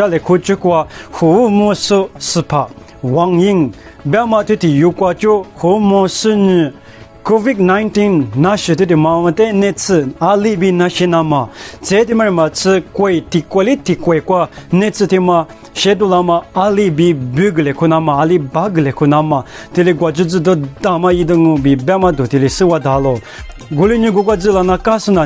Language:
Lisu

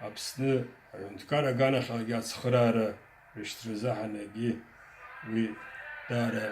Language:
Abkhazian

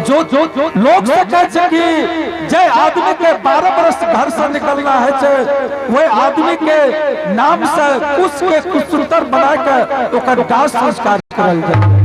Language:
Angika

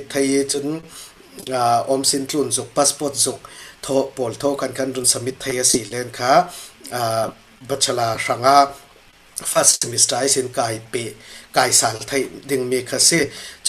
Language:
Falam Chin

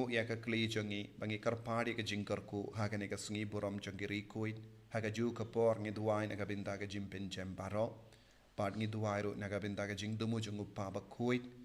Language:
Khasi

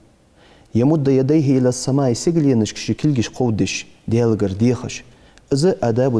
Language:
Ingush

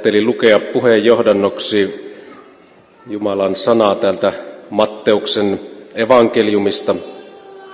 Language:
Finnish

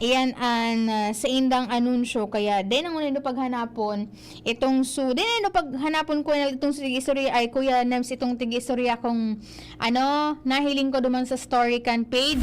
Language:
Bikol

